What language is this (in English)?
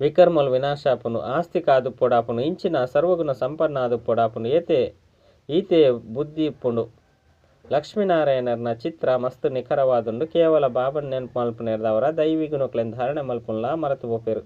Tulu